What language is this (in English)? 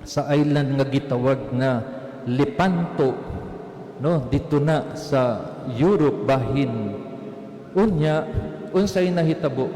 Cebuano